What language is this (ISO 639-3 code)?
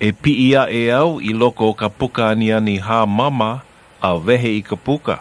haw